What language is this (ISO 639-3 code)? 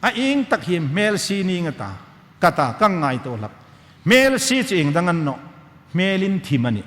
hmr